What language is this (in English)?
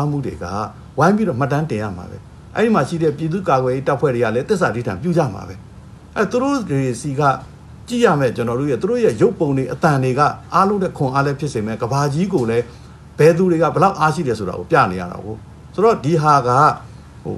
Burmese